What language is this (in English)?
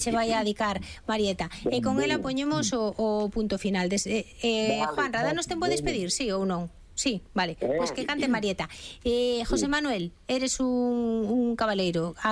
Galician